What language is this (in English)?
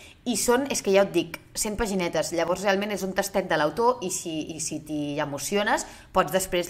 Catalan